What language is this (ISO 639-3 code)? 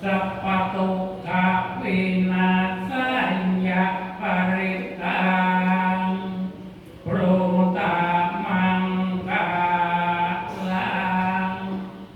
pli